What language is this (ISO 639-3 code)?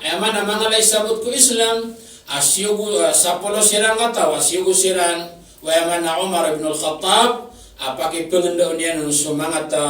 mrw